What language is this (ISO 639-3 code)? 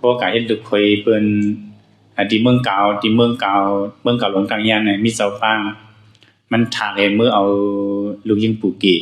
shn